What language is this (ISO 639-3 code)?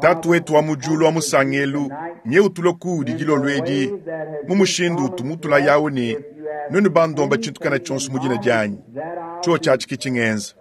lua